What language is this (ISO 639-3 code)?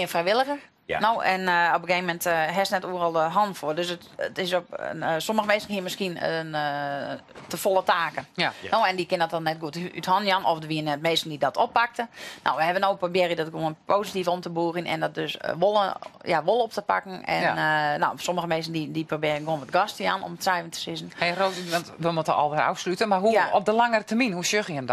fry